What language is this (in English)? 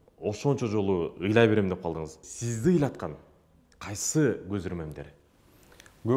Kyrgyz